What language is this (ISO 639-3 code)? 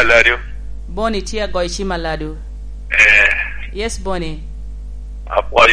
laj